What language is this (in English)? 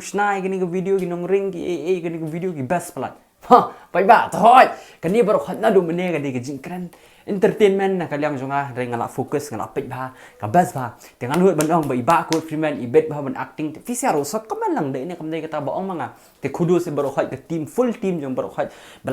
Khasi